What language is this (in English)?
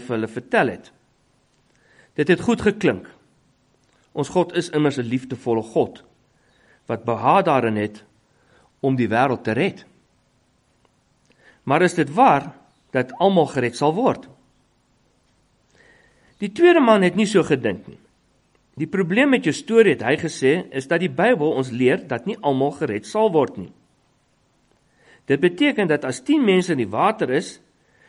Afrikaans